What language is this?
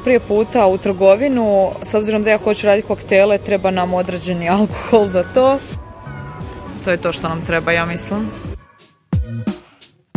Croatian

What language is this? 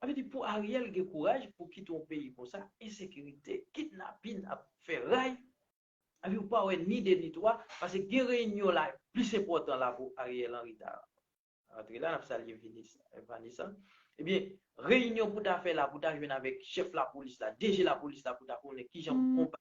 Haitian Creole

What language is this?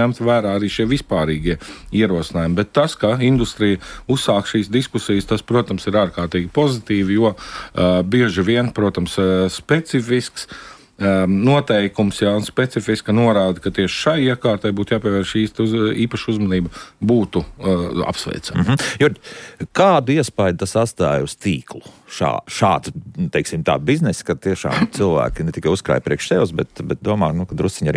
Latvian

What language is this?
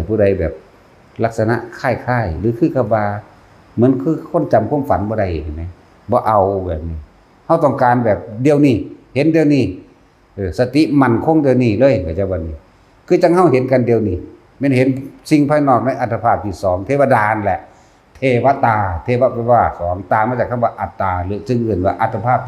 Northeastern Thai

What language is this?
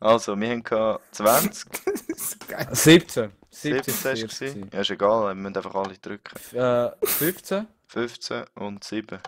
Swiss German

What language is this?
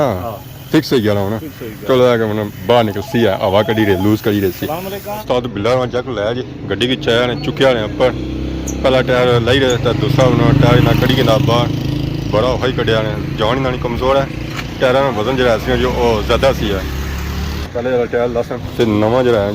Pahari-Potwari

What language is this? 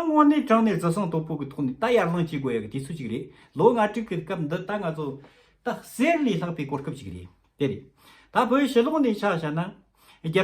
Tibetan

